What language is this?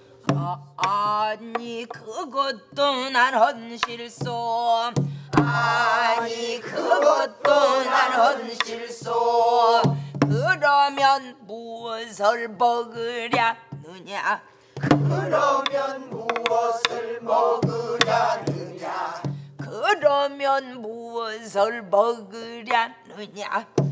Korean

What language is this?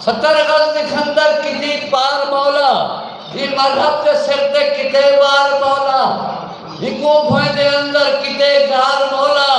Saraiki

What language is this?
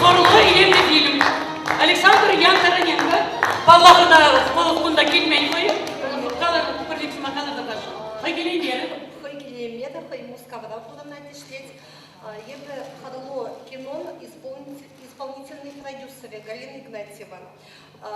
Chuvash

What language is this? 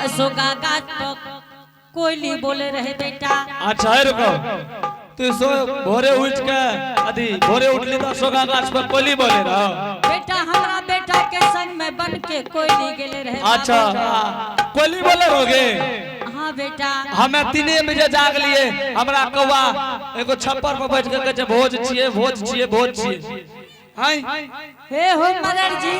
Angika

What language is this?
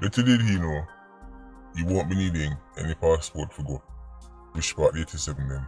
Jamaican Creole English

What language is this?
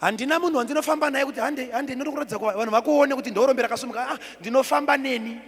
Shona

